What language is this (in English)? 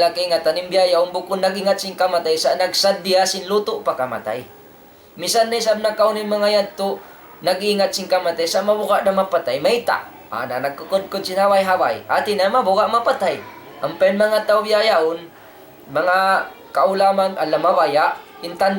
Tausug